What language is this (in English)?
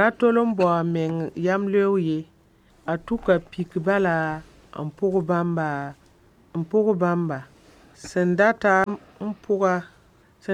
Mossi